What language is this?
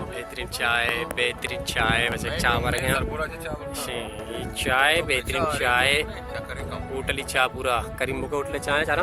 Baluchi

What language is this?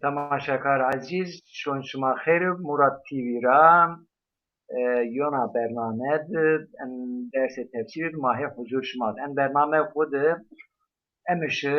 Zaza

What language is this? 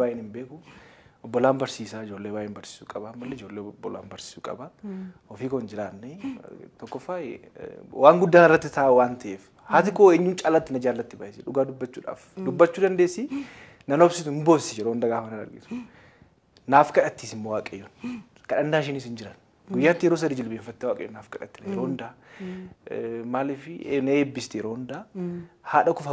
Oromo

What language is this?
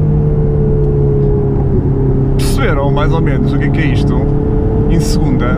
Portuguese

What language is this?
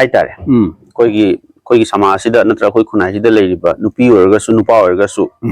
Manipuri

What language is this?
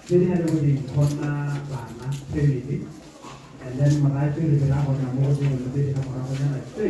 Tswana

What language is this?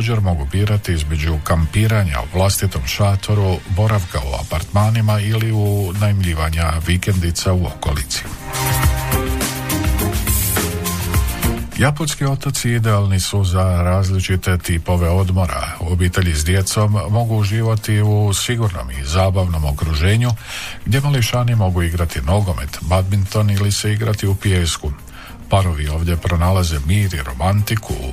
Croatian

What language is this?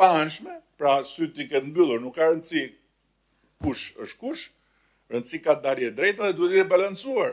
Albanian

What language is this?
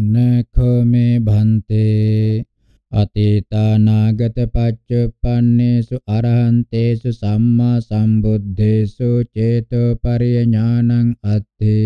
Pali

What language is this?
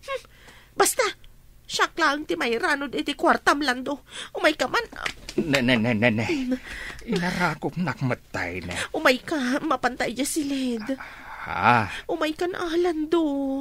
Iloko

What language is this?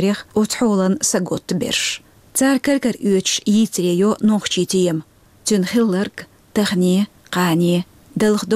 Chechen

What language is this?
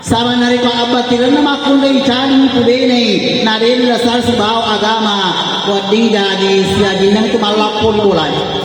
Buginese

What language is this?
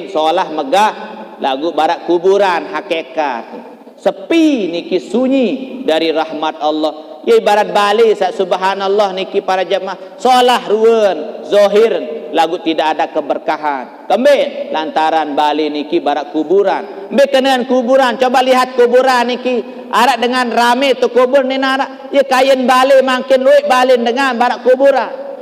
Sasak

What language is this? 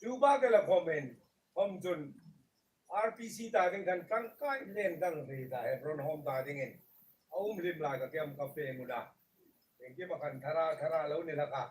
Hmar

